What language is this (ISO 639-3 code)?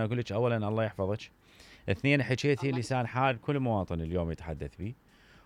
acm